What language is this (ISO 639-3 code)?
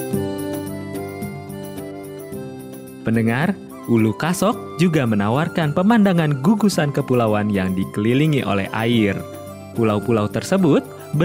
ind